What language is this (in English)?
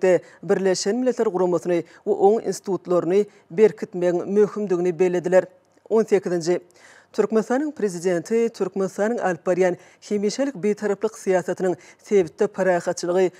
Turkmen